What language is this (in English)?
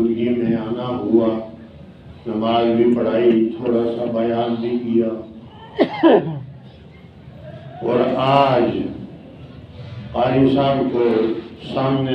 Urdu